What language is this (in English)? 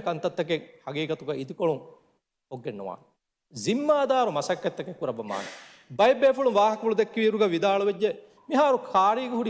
Divehi